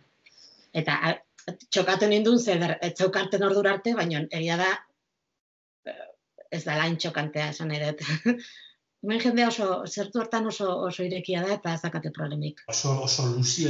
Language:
Basque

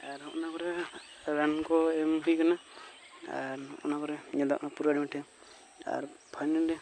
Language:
Santali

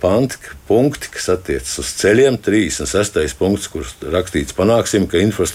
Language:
Latvian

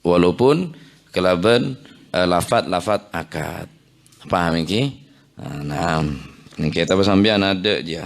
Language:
Madurese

